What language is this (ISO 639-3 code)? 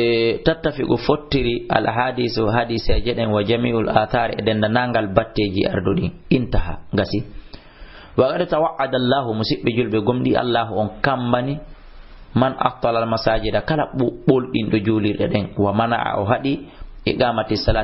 ful